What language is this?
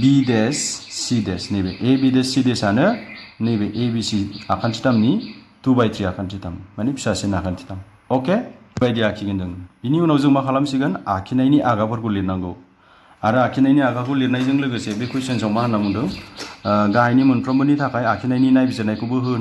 Bodo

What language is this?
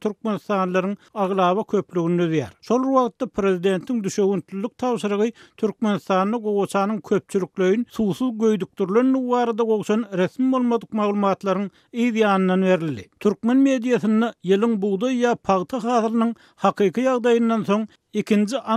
Turkmen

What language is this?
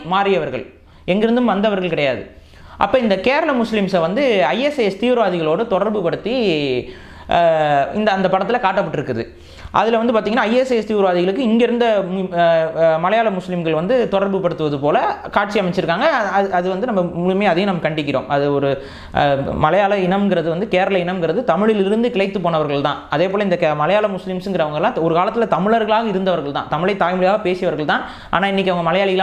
Tamil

